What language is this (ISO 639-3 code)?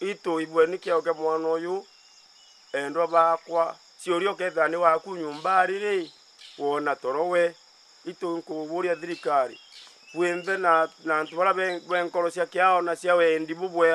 mer